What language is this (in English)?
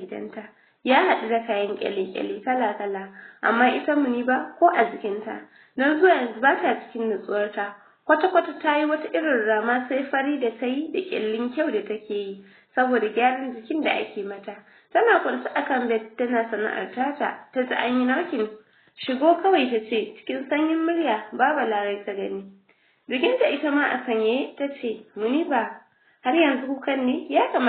Hausa